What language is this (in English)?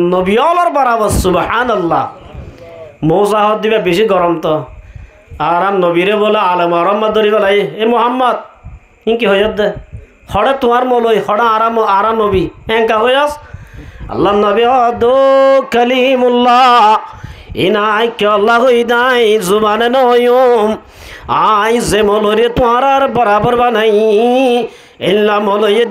Rohingya